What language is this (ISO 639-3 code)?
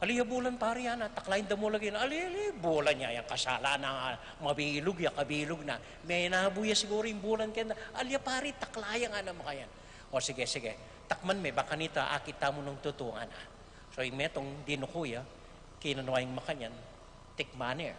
pam